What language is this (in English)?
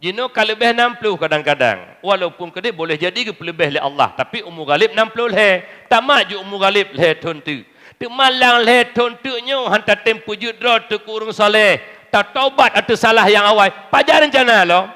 Achinese